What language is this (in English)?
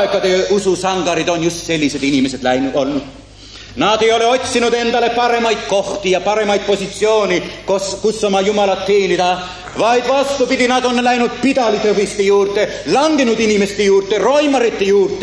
Estonian